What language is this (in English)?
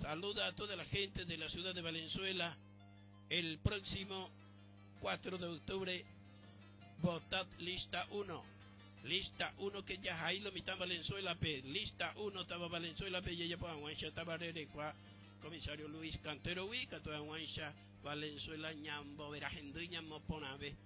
Guarani